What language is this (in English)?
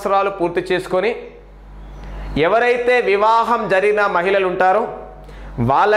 Telugu